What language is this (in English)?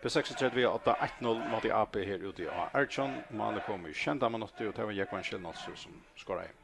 Faroese